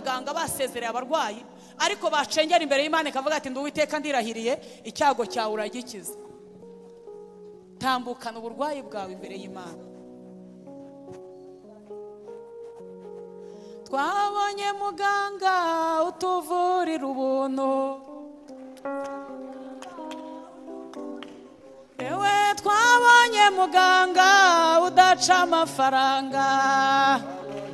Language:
Kinyarwanda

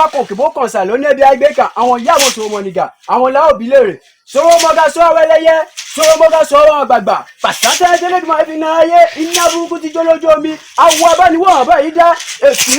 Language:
Yoruba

